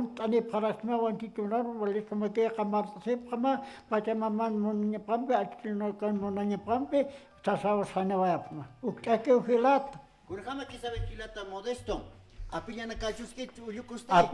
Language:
Aymara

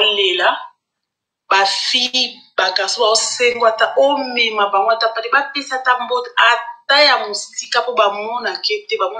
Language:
Lingala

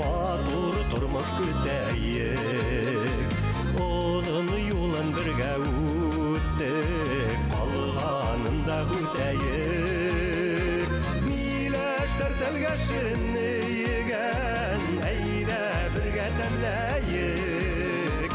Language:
Bashkir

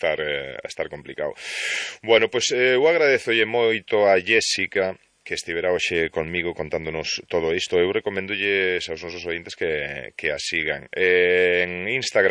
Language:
Galician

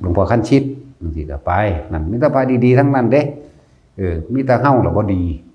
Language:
Northeastern Thai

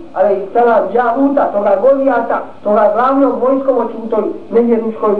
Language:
Bosnian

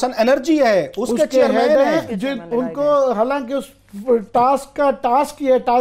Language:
Urdu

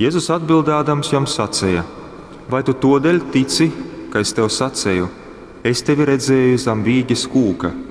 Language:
Latgalian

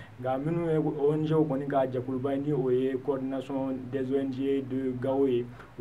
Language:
Bambara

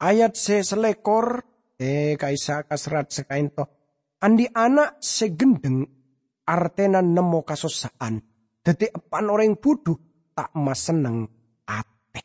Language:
Madurese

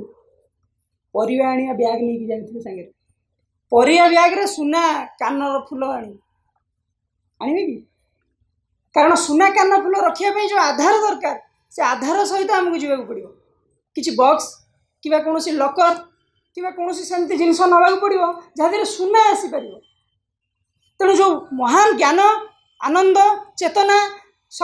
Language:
Odia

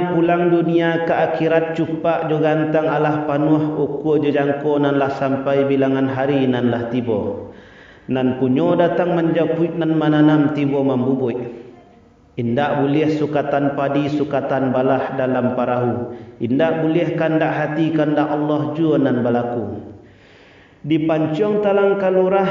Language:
Minangkabau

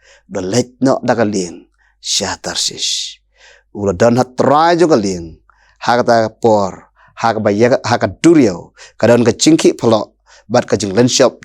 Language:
Khasi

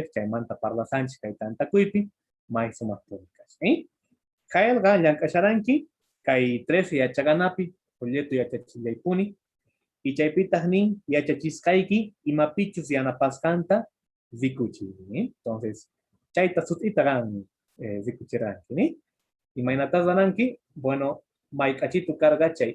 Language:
Quechua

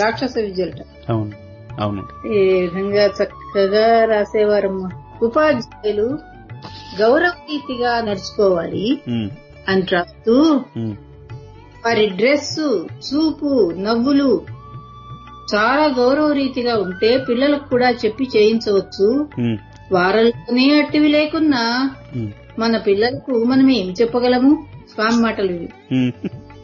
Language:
Telugu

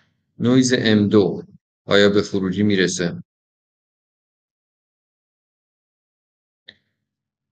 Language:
Persian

